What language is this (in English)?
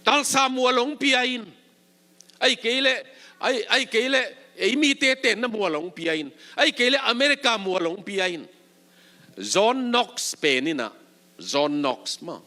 Tedim Chin